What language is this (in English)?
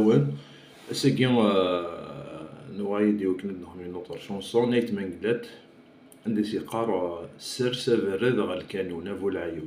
Kabyle